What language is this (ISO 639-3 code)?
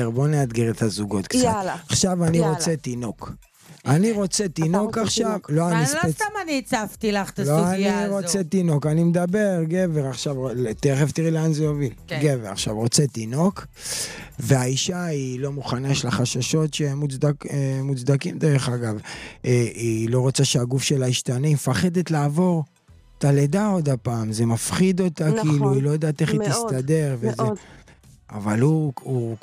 heb